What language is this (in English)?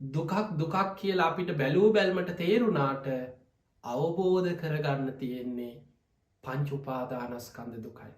Sinhala